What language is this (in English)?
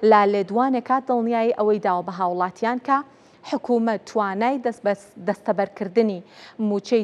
Central Kurdish